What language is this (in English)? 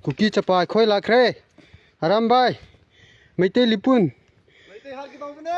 Manipuri